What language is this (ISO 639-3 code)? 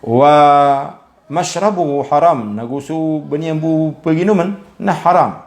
mrw